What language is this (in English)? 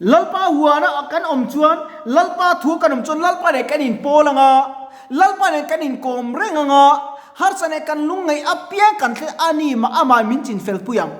Mizo